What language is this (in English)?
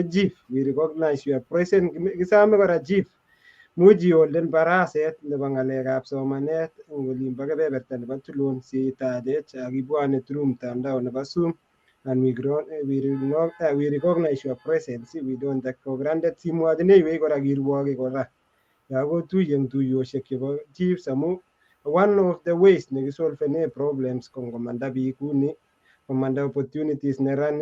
Kalenjin